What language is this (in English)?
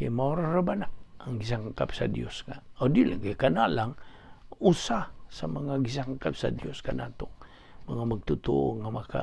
Cebuano